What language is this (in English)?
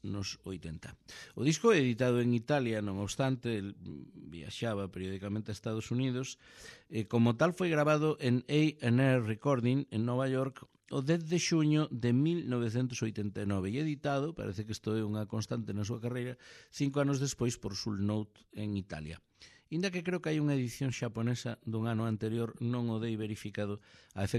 Galician